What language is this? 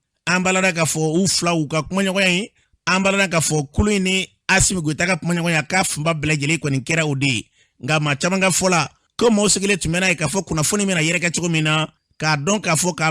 Bambara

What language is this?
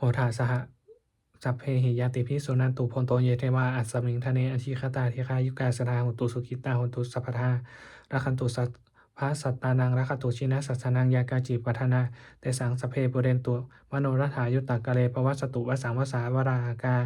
Pali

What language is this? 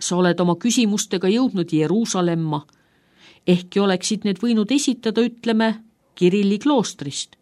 Estonian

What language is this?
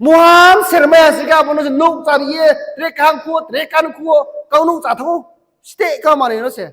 Riang (India)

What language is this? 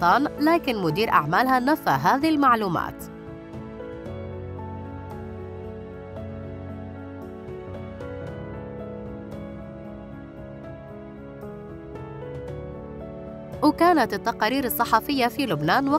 Arabic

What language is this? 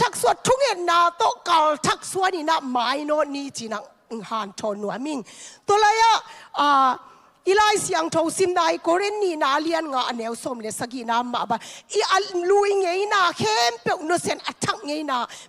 Tedim Chin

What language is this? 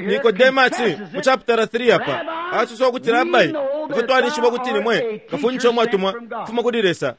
Bemba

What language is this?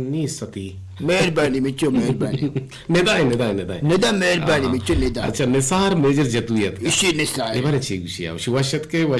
Eastern Balochi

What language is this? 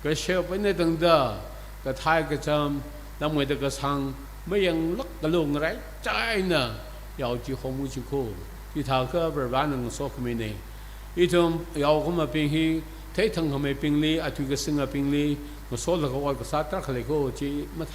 Tangkhul Naga (India)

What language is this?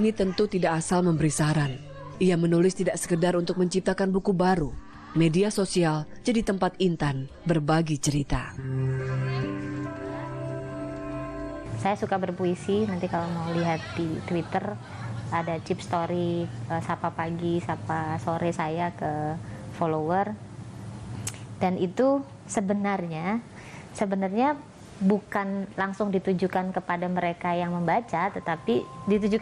Indonesian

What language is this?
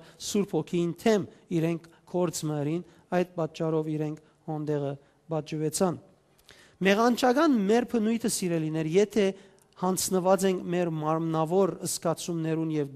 Western Armenian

